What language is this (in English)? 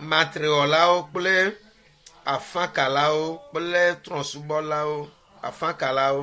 Ewe